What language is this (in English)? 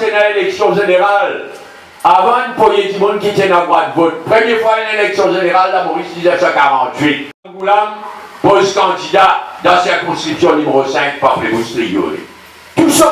Morisyen